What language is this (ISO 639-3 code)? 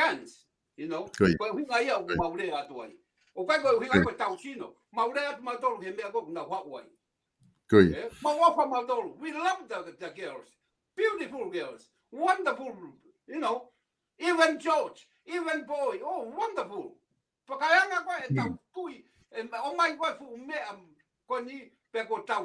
ton